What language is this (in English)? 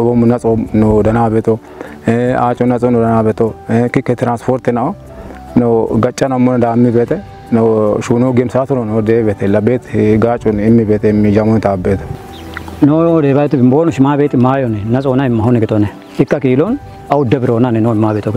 Kafa